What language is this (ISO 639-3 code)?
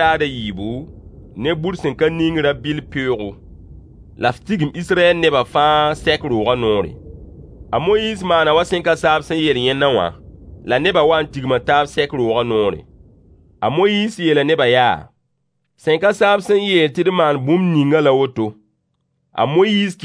mos